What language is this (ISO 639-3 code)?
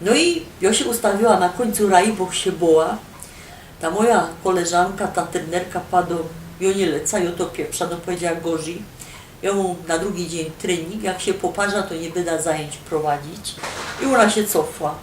szl